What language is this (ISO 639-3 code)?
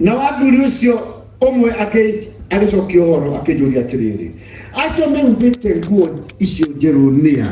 kik